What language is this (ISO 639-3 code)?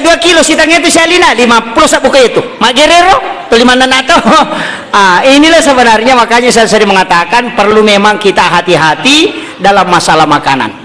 bug